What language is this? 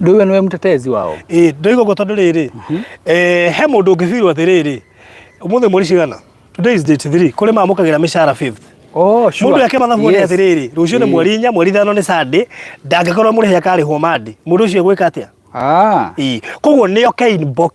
Kikuyu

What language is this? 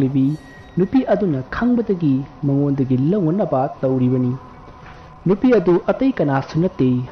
Manipuri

